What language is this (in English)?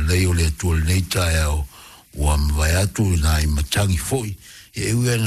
Samoan